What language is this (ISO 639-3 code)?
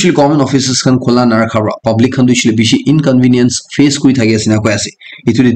nag